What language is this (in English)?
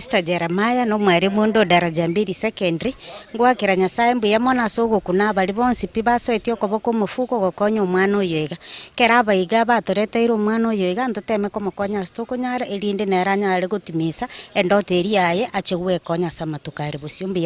Gusii